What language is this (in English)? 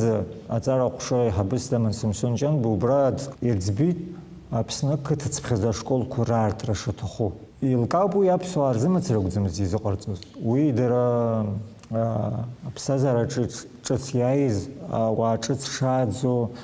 Abkhazian